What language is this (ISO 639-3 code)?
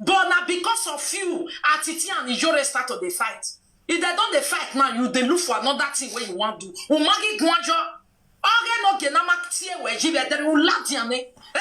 pcm